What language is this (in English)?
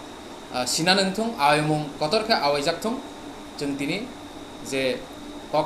Kok Borok